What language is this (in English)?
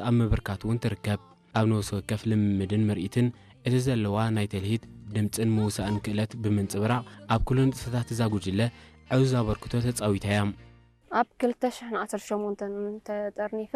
Tigrinya